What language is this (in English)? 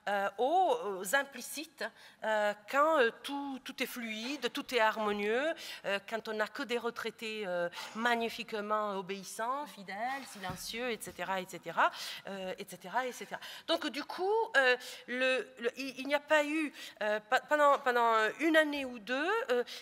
French